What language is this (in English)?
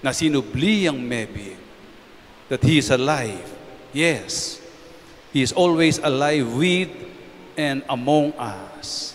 Pampanga